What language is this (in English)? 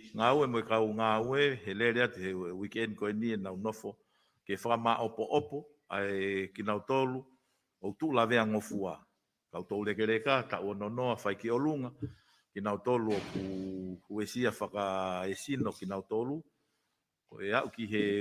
Tongan